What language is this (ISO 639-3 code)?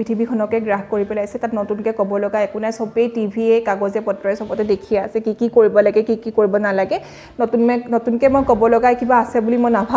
asm